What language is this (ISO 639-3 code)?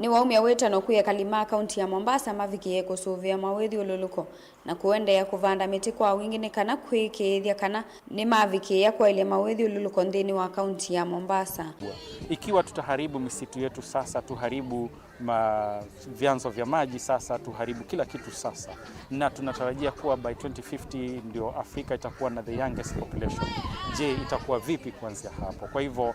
kam